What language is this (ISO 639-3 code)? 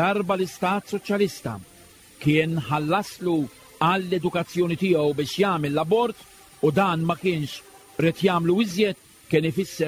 mlt